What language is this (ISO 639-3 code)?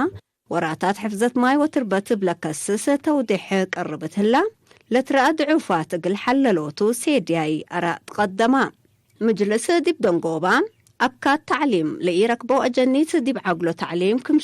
tig